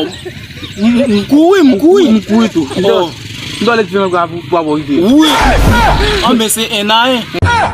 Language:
Haitian Creole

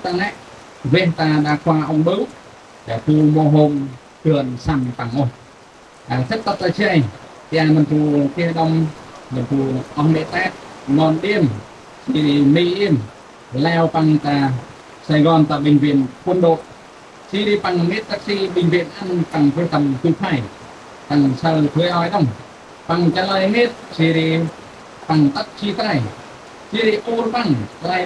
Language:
Central Mnong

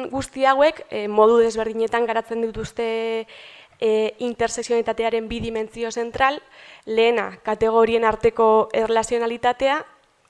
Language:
Basque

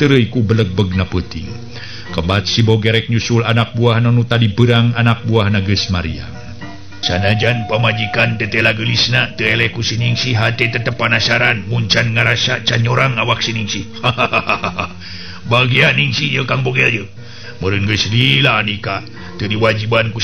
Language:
Sundanese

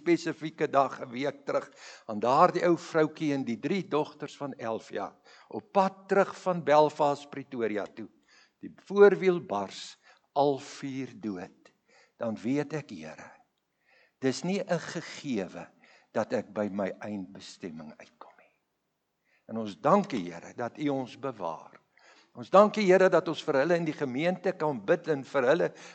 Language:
Afrikaans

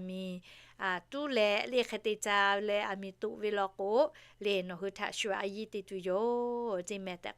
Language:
Lahu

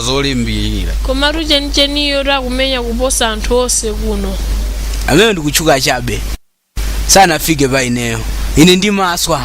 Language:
Nyanja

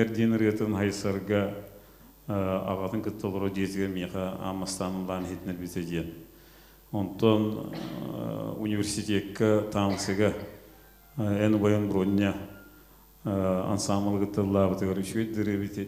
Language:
Yakut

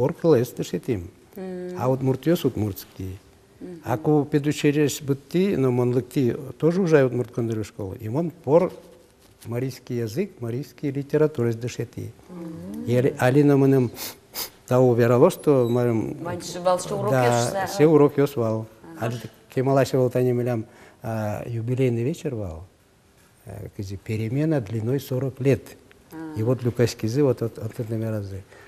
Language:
Udmurt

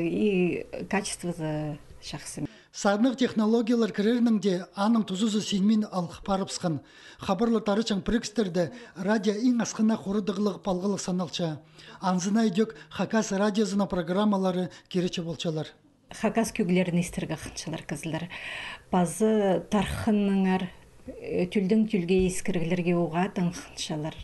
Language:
Khakas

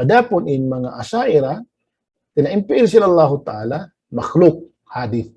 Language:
Tausug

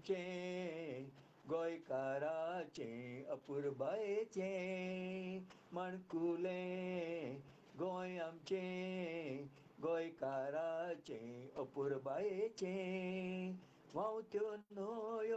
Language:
Konkani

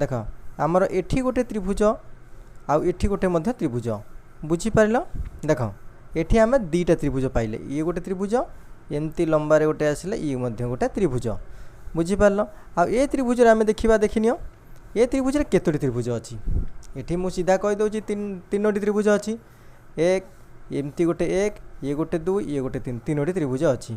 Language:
Odia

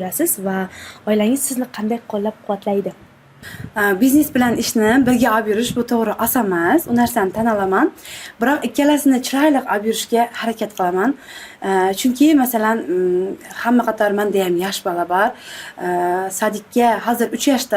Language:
Uzbek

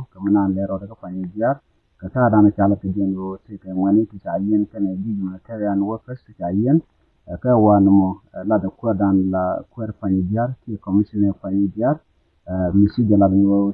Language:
Nuer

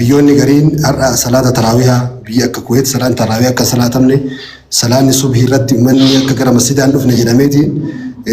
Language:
Oromo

